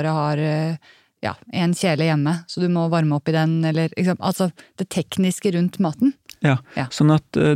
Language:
Norwegian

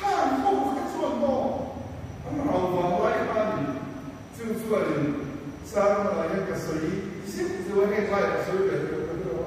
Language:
Mizo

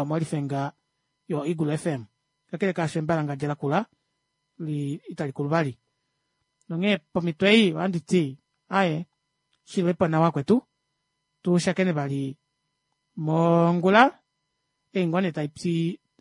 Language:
Kuanyama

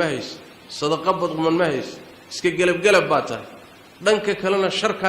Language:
Somali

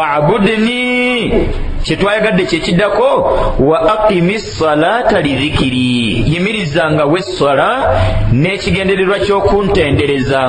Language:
Ganda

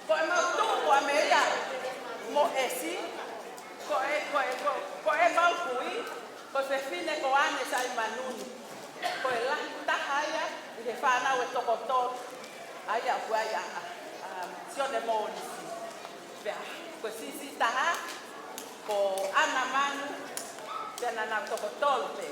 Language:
Tongan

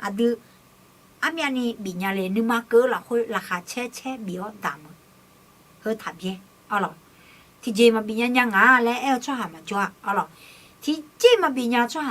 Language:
Akha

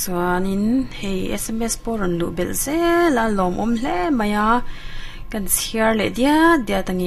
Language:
Mizo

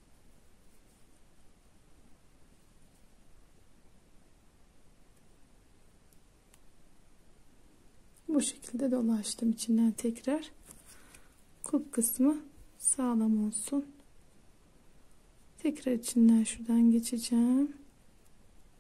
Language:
Turkish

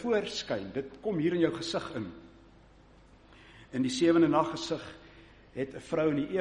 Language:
Afrikaans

